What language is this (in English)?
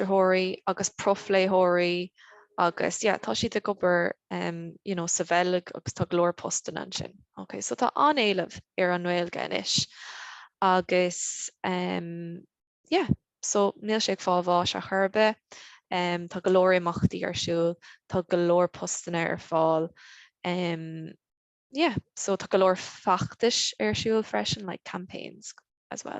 Irish